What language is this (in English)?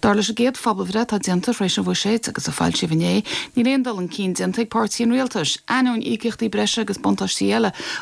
Irish